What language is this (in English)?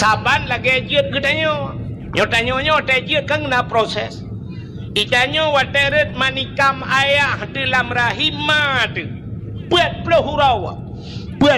Achinese